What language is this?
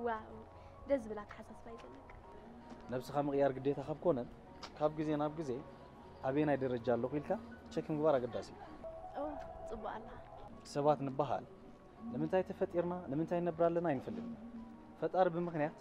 Tigrinya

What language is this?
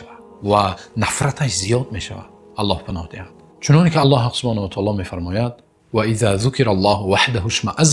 Tajik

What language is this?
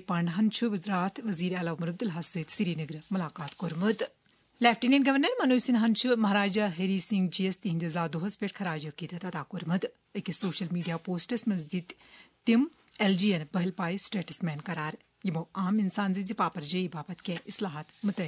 Kashmiri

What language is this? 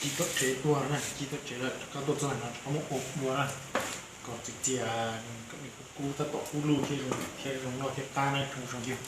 Hmong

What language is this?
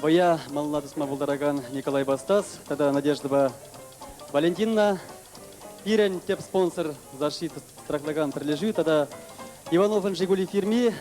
Chuvash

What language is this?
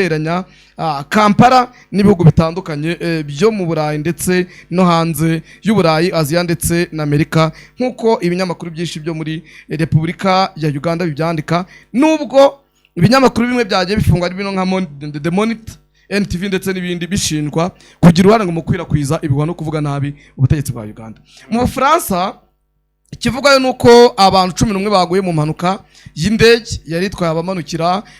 Kinyarwanda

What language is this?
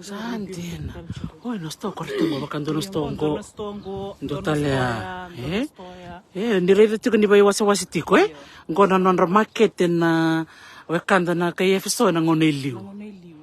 Fijian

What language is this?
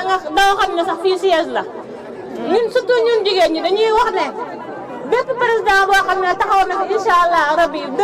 Wolof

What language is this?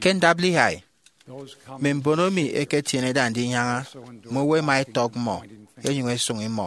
Efik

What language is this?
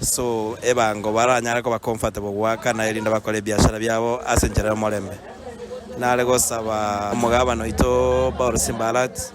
Gusii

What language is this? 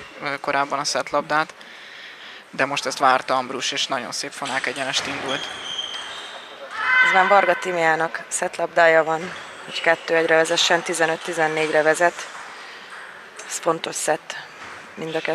Hungarian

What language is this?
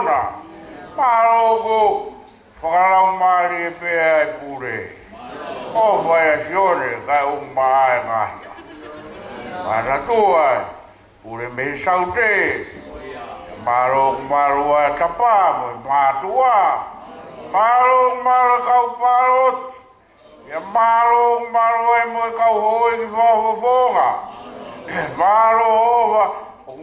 Tongan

